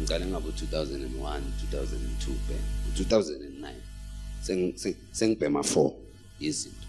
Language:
Zulu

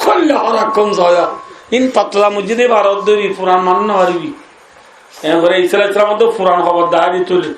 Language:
Rohingya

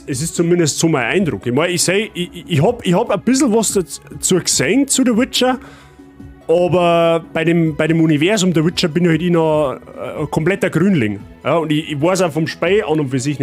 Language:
Bavarian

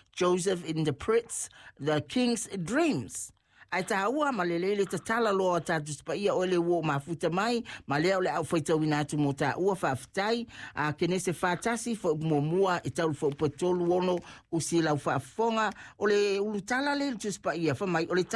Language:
Samoan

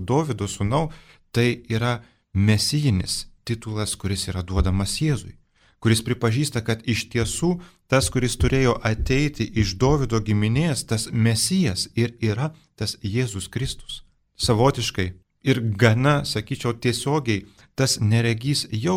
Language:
Lithuanian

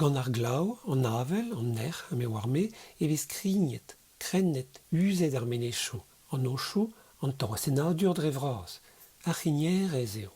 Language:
Breton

